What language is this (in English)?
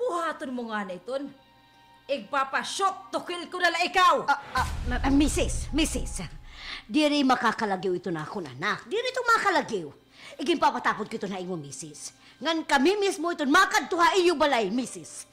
Waray